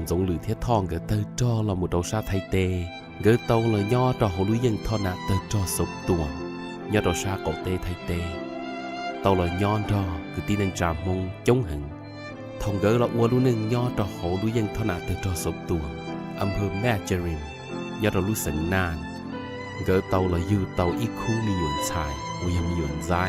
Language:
Hmong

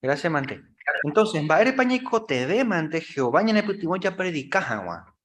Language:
Guarani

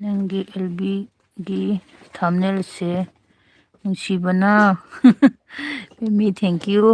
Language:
Manipuri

